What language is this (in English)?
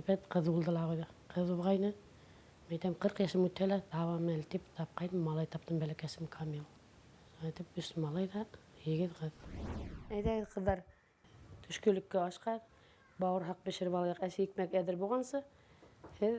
Bashkir